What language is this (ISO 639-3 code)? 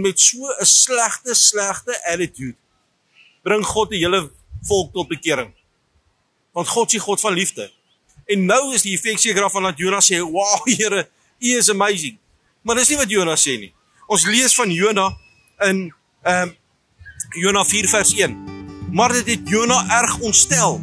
afr